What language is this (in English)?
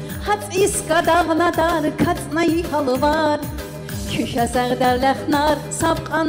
Tabassaran